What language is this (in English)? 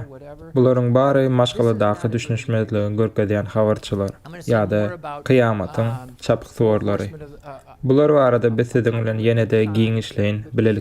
Turkmen